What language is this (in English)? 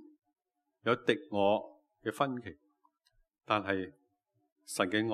Cantonese